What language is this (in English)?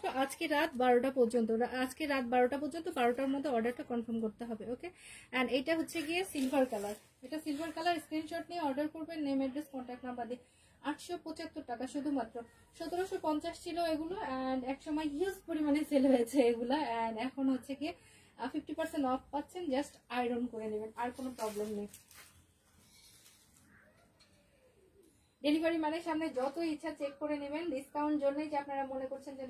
Bangla